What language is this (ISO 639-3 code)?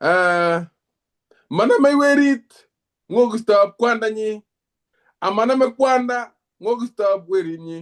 kln